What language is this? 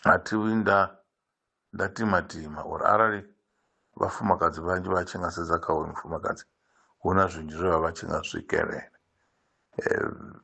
Venda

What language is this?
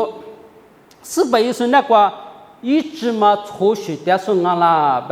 Lisu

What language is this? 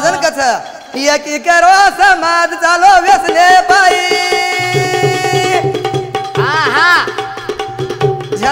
Lambadi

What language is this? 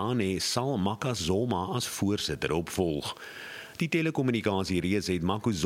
Afrikaans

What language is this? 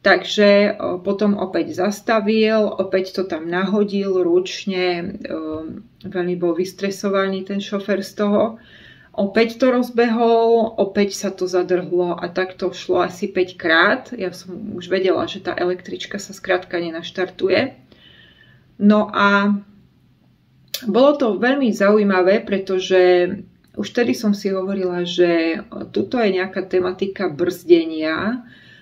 Slovak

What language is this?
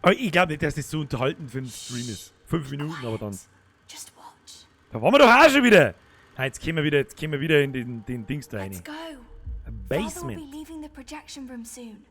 Bavarian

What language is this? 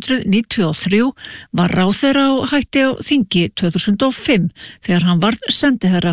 Icelandic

